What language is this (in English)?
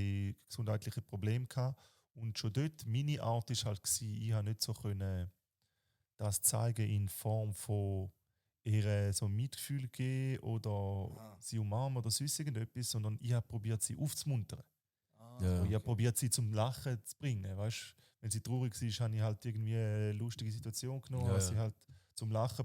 Swiss German